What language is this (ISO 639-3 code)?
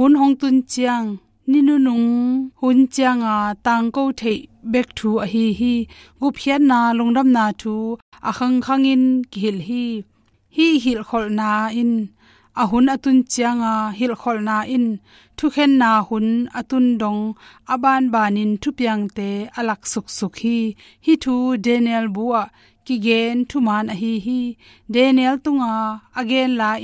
ctd